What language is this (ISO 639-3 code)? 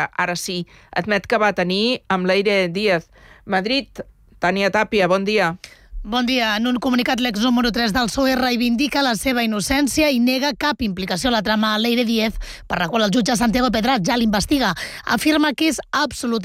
cat